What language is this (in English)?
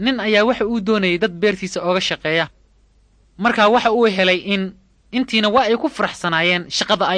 Somali